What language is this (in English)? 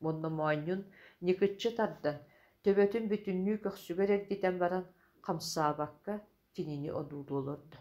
Yakut